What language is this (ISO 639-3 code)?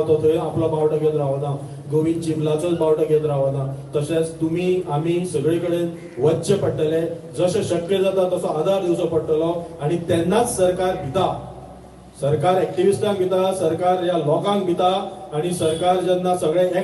kok